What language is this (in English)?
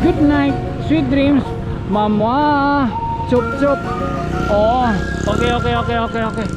Waray